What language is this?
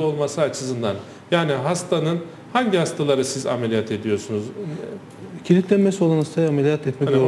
Turkish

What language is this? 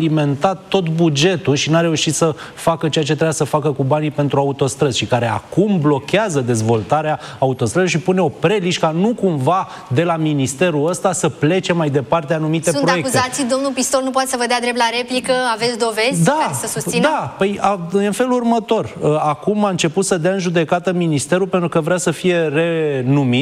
Romanian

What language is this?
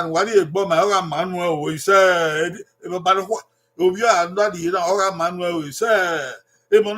Bini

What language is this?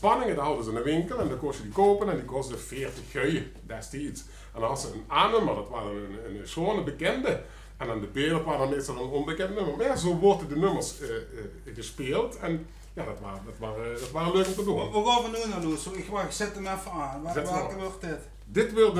Limburgish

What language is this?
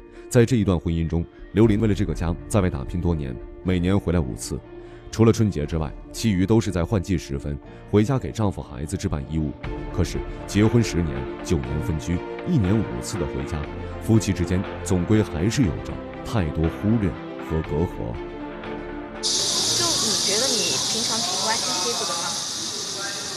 Chinese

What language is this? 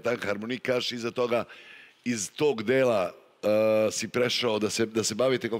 Serbian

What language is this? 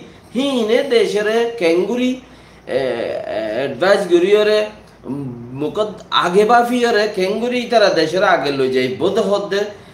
Rohingya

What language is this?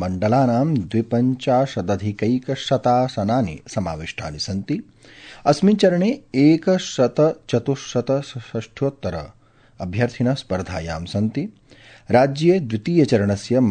Sanskrit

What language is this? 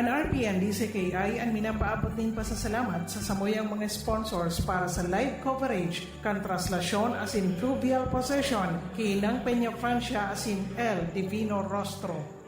Bikol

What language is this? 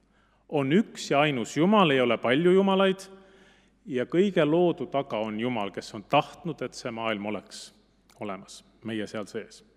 Estonian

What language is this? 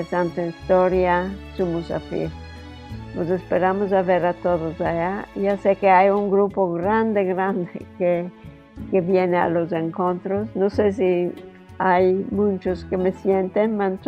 Ladino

